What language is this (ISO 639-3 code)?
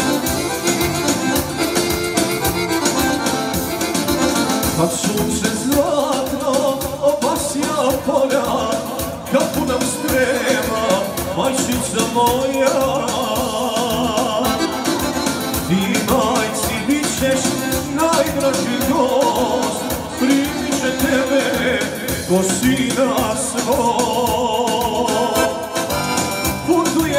hrv